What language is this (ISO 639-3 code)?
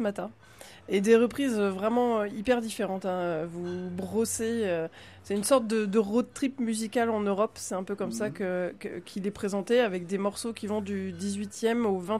fra